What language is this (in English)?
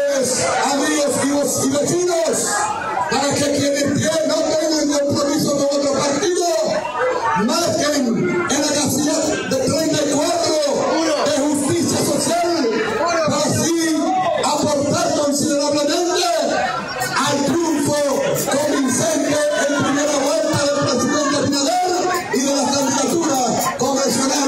Spanish